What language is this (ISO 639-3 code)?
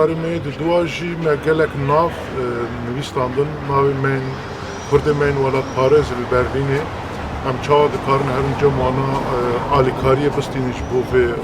kur